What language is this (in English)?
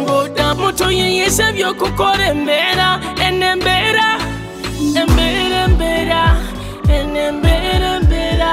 Nyoro